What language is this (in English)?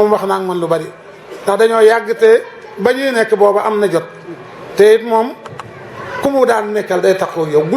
Wolof